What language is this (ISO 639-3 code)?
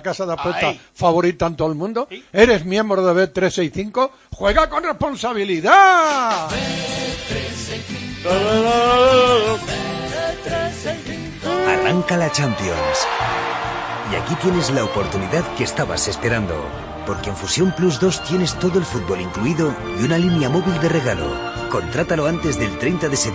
spa